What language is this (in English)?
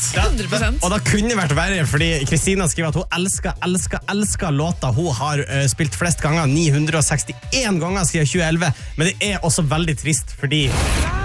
Norwegian